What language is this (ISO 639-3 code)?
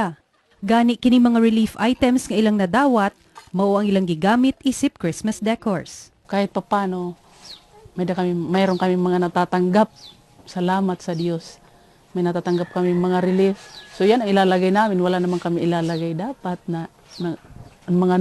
ceb